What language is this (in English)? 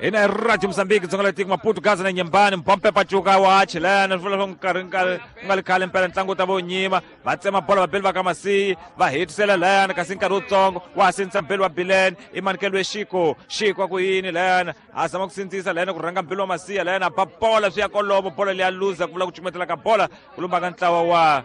Tsonga